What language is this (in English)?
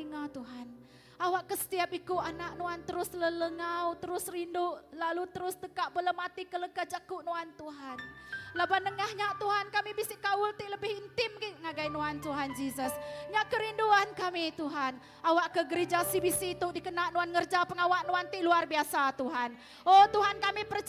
Iban